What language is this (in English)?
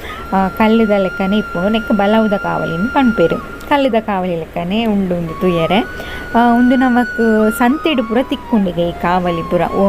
Tulu